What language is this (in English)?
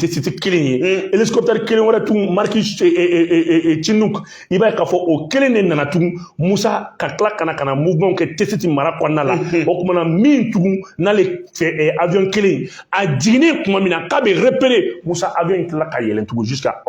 Bambara